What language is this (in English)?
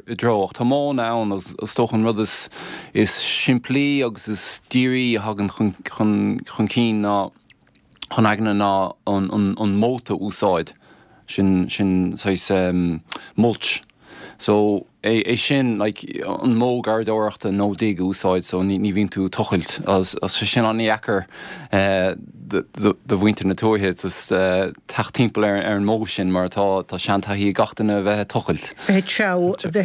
Irish